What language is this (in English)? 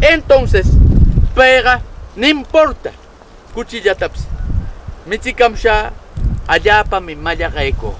Southern Conchucos Ancash Quechua